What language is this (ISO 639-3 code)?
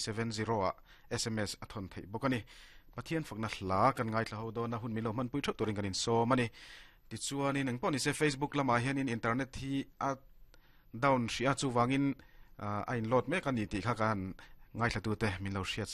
lus